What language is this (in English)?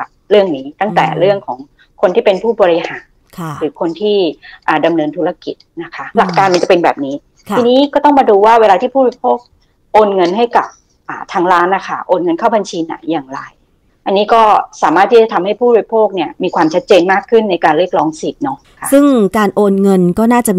Thai